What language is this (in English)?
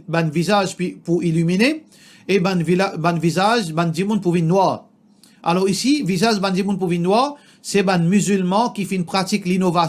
Morisyen